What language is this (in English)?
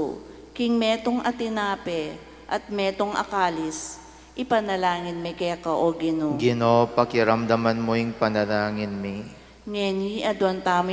Pampanga